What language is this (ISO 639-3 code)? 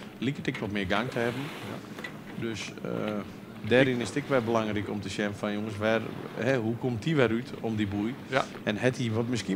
fry